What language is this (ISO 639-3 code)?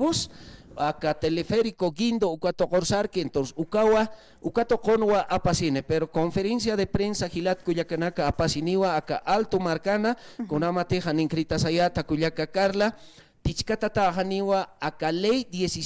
aym